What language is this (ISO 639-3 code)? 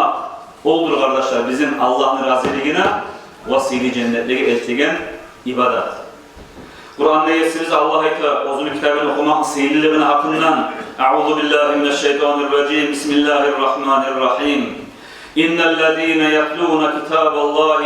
kum